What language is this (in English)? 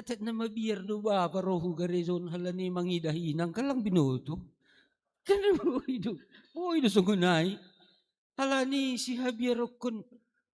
Batak Simalungun